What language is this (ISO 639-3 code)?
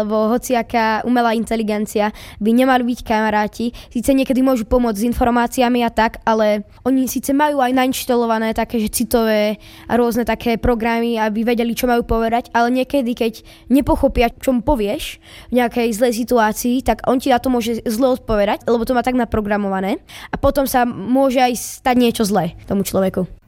slk